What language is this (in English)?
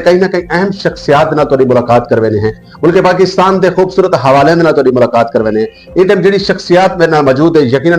Saraiki